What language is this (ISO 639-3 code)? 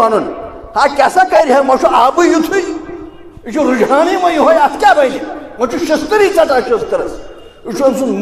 kas